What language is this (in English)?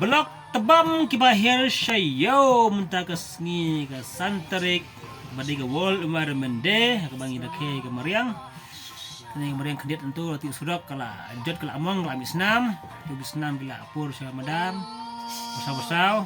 Khasi